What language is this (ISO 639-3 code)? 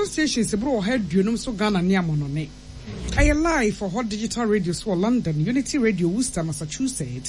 aka